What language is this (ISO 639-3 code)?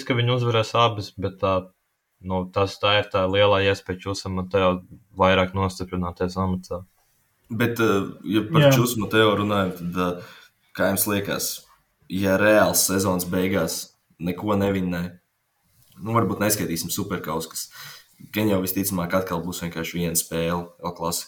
lav